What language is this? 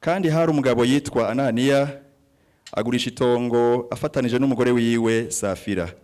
Rundi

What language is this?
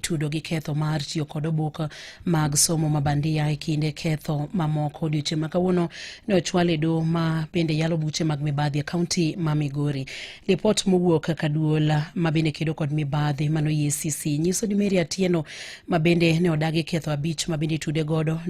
Luo (Kenya and Tanzania)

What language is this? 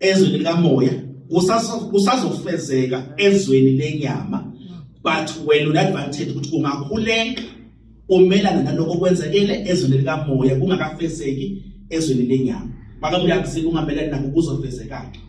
Zulu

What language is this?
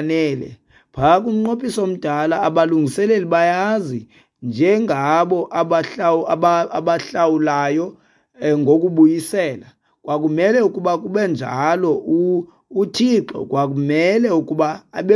Xhosa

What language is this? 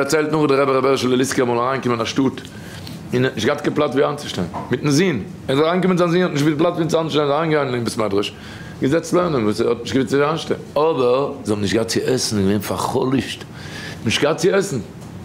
Yiddish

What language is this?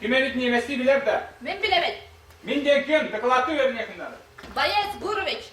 Yakut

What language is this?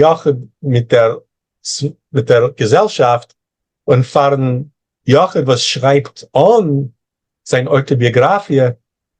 Yiddish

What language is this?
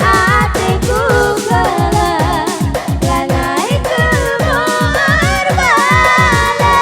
Batak Karo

